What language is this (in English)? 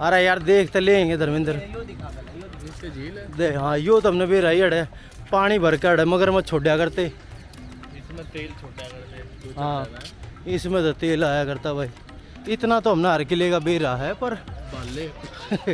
Haryanvi